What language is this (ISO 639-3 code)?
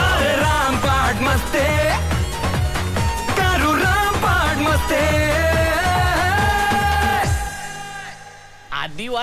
mar